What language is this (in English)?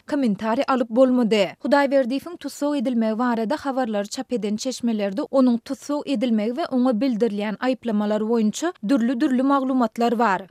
Turkmen